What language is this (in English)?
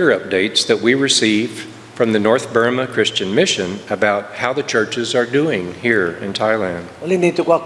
Lisu